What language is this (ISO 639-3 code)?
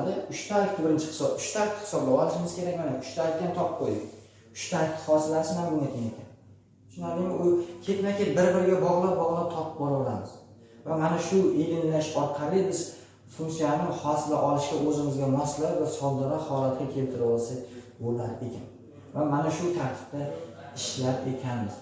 uzb